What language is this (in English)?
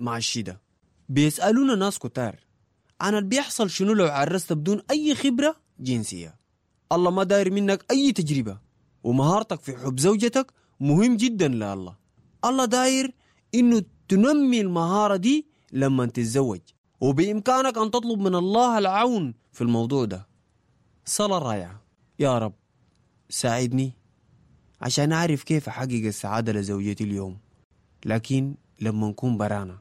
Sudanese Arabic